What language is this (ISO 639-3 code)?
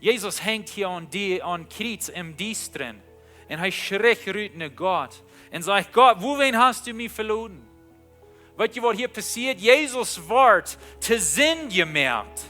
pdt